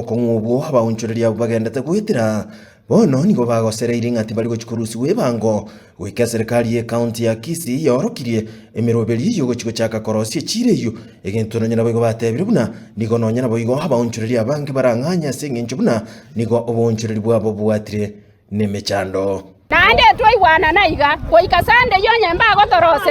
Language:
Gusii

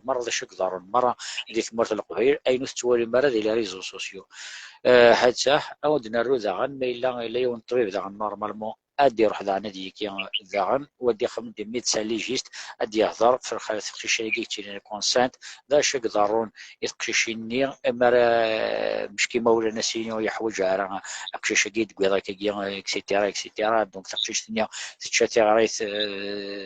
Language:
Kabyle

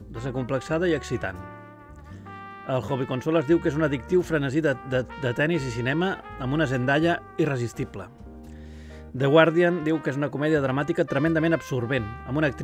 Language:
Catalan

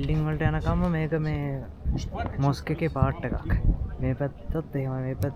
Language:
Sinhala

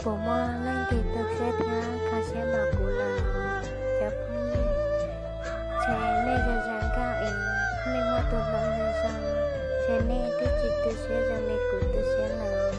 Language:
Hmong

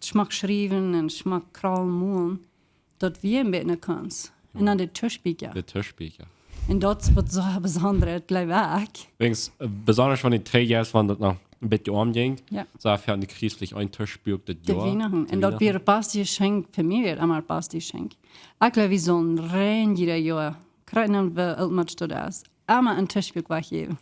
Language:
Plautdietsch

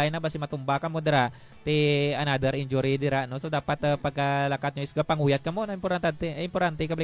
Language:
Hiligaynon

